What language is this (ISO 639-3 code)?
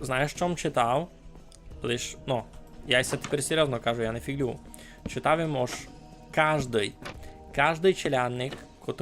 rue